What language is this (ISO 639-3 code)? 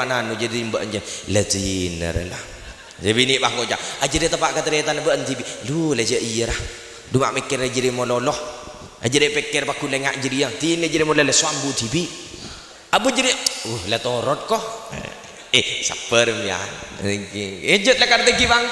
mad